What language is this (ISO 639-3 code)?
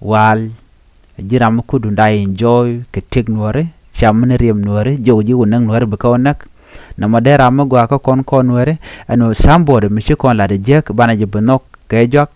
nus